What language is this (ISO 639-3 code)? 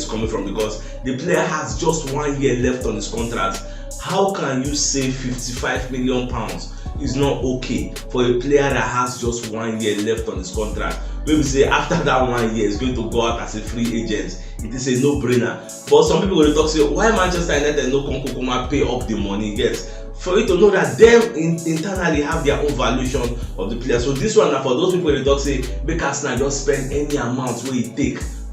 pcm